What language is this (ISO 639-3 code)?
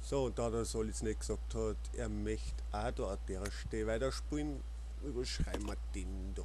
bar